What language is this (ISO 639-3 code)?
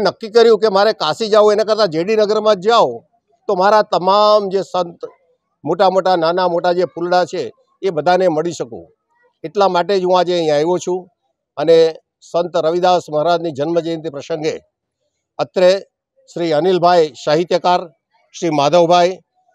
guj